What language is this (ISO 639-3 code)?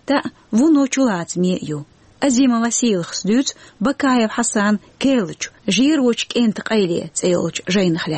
che